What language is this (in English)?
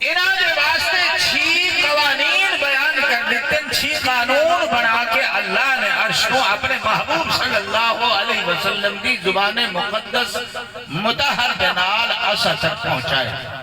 Saraiki